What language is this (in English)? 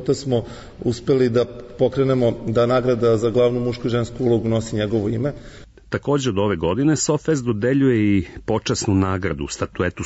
Serbian